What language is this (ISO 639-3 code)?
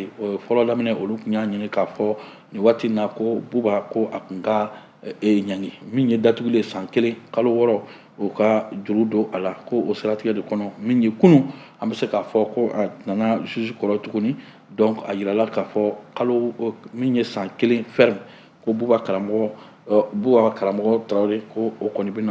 bam